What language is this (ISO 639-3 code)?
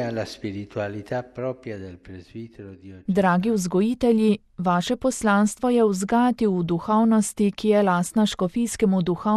slv